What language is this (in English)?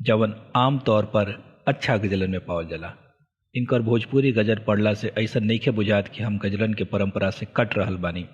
Bhojpuri